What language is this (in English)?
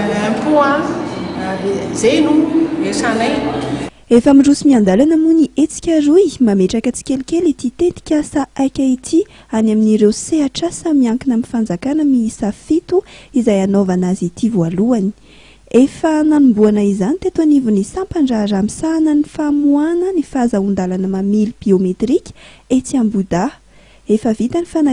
Malagasy